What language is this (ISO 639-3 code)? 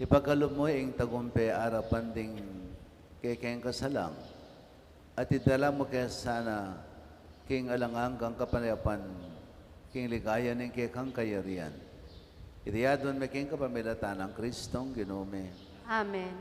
pam